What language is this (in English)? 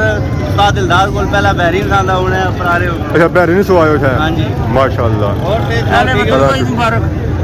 Pahari-Potwari